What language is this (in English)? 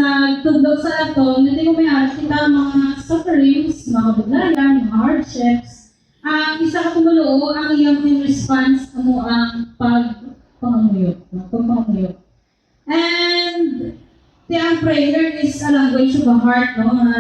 Hiligaynon